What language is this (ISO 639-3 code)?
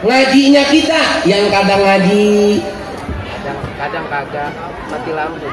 bew